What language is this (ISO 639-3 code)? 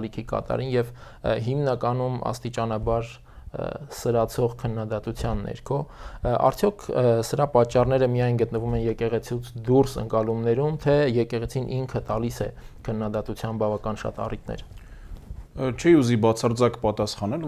hye